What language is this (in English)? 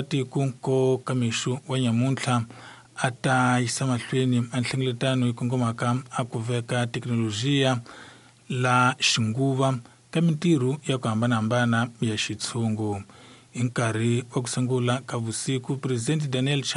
Tsonga